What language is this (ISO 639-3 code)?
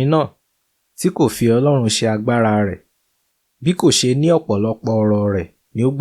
yor